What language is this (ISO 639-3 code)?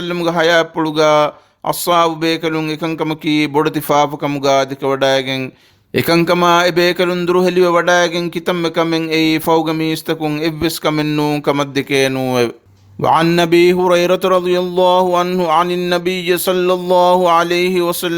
div